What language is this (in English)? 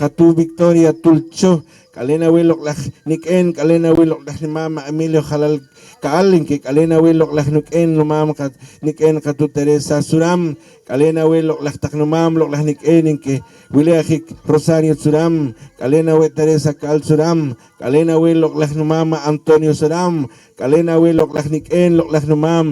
Poqomchi'